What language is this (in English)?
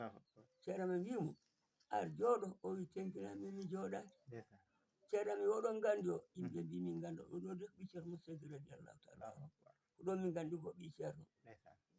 Fula